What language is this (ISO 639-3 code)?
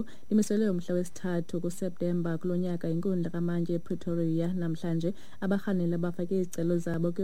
xho